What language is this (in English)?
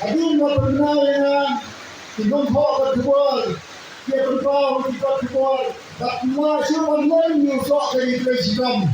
Khasi